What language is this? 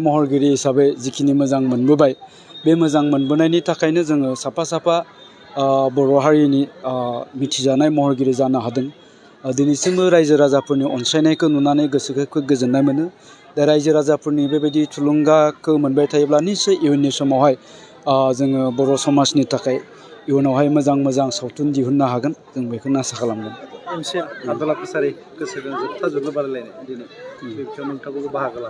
Bodo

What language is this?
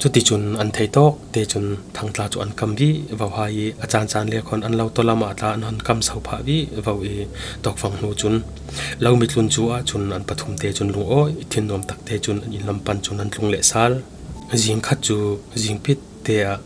Falam Chin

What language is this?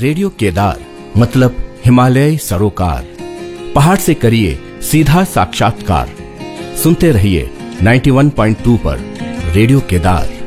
Hindi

